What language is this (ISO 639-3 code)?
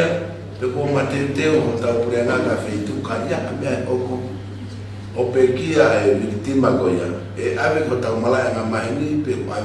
ton